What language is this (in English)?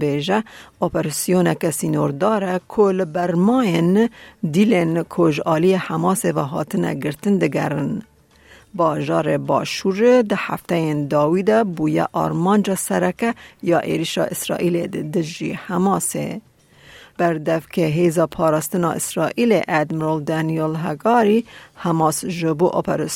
Kurdish